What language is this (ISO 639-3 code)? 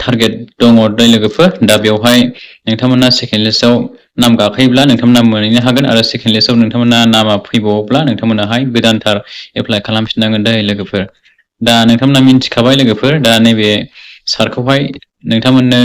brx